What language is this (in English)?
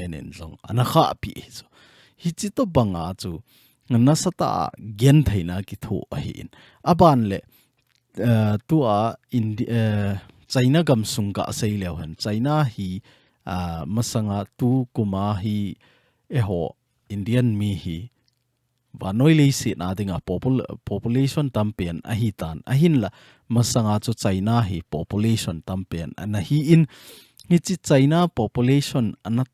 Thado Chin